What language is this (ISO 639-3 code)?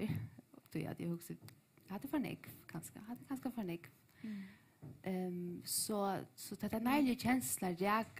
fao